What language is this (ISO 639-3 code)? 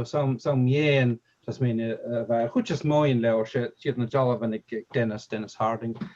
gla